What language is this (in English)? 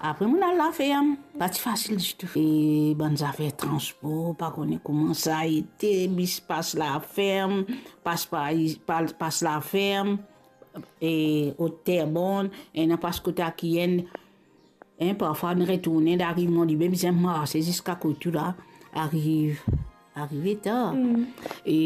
Morisyen